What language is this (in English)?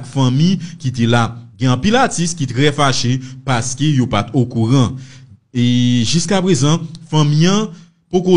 Haitian Creole